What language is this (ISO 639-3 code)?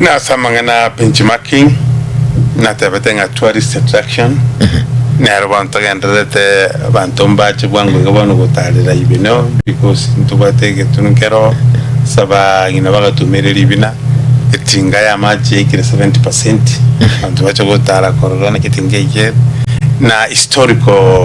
guz